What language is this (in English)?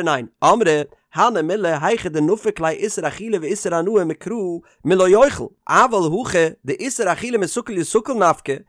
Yiddish